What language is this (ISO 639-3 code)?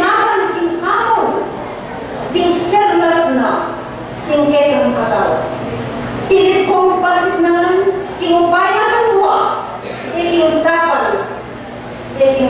pam